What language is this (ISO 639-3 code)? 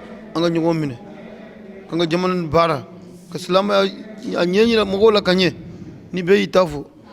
bam